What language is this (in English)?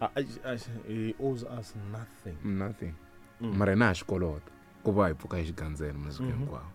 Tsonga